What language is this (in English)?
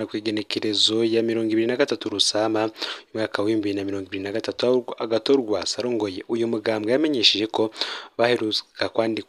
Rundi